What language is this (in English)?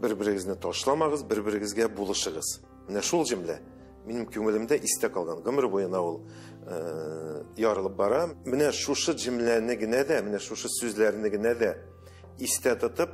Tatar